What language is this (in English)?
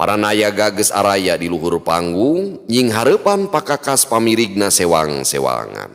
Sundanese